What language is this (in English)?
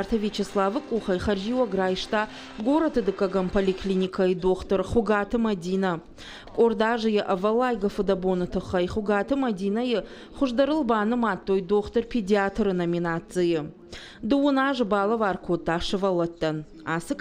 Ossetic